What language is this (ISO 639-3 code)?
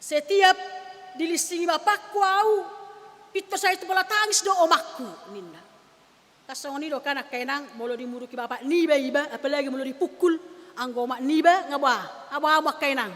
bbc